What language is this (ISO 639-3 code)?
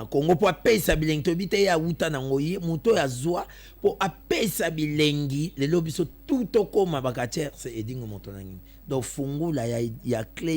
lin